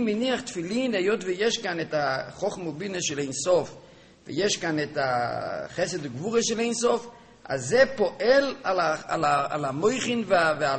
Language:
Hebrew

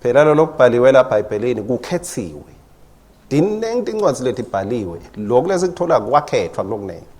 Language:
Swati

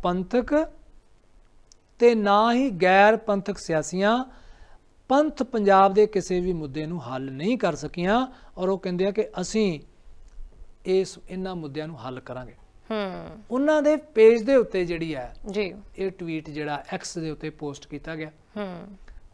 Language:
Punjabi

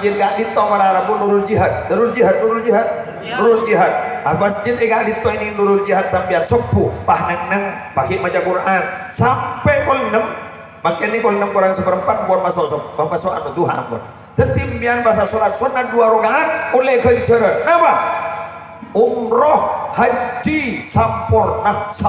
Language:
Madurese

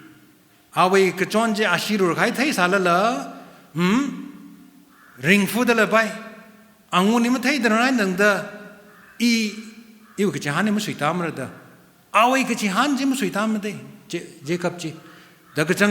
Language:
Tangkhul Naga (India)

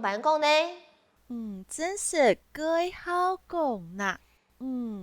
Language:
Hakka Chinese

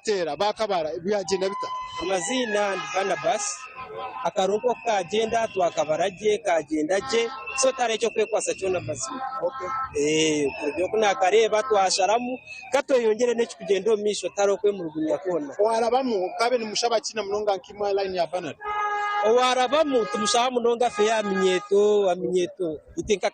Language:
Nyankole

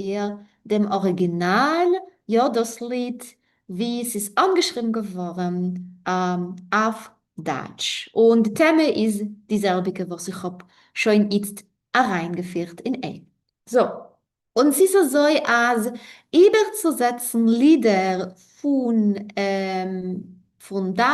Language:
Yiddish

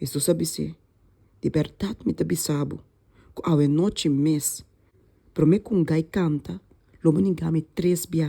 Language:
Papiamento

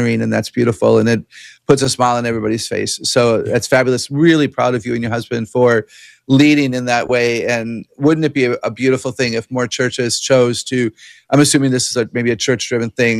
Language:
English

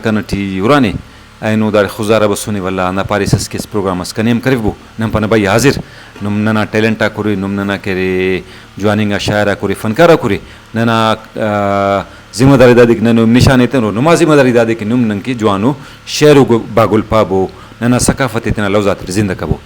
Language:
Brahui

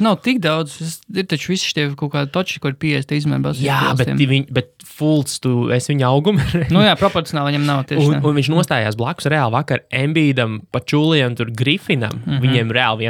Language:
Latvian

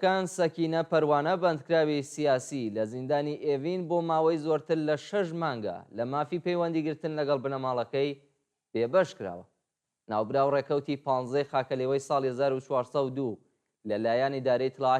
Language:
Central Kurdish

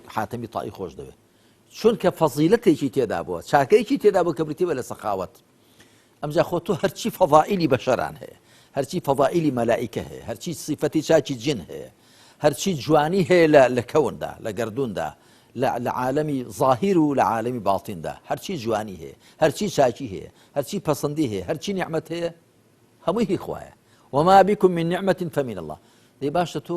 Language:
Central Kurdish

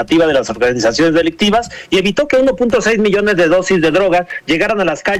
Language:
Spanish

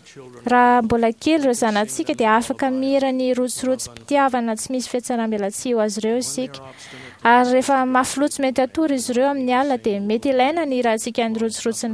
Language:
Malagasy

